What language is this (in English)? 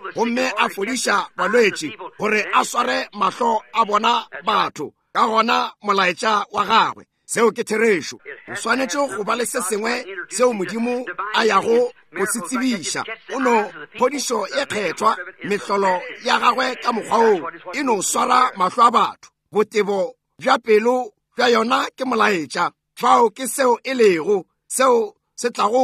Northern Sotho